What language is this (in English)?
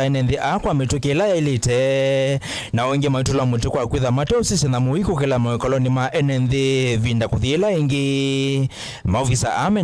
Kamba